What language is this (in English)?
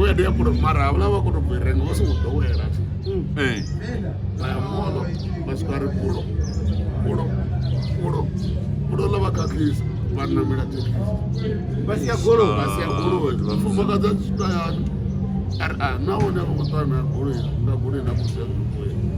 Venda